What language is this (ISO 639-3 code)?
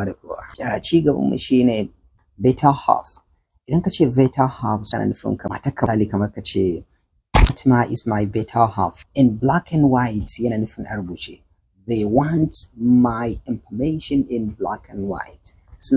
hau